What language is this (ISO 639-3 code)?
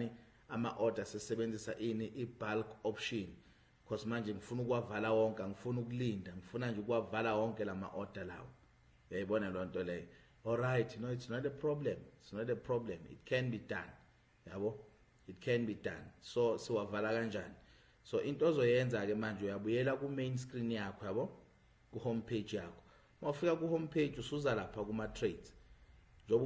zul